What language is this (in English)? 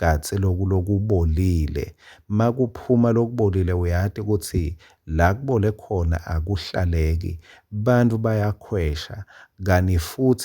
Swati